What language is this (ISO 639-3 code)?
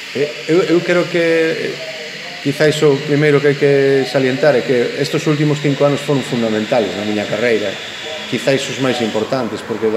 glg